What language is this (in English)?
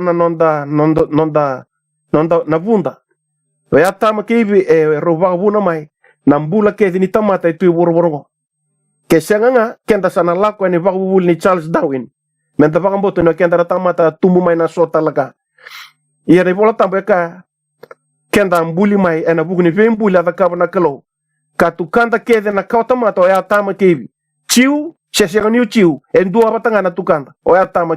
Fijian